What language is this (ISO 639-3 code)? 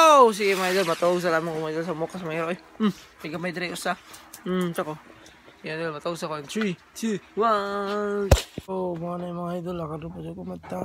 ceb